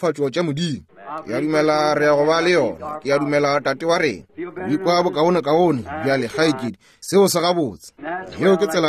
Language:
Northern Sotho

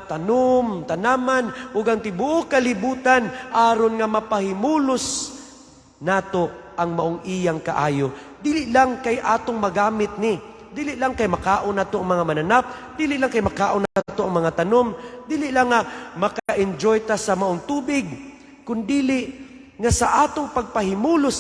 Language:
Cebuano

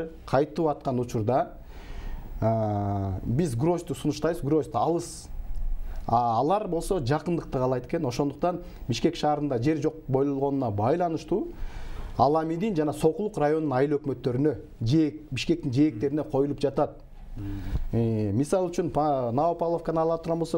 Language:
Kyrgyz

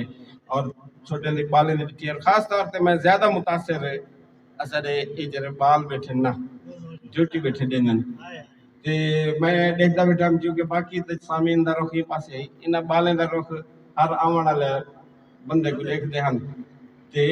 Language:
Saraiki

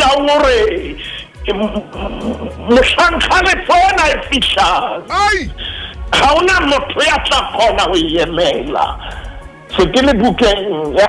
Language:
Southern Sotho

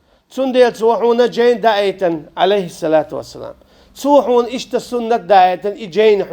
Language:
Chechen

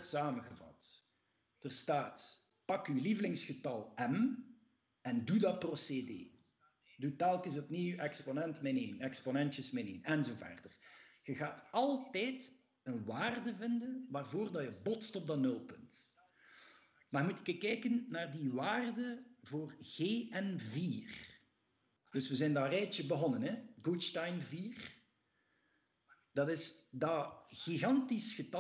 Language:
Dutch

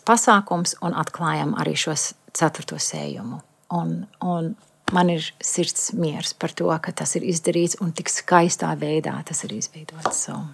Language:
Latvian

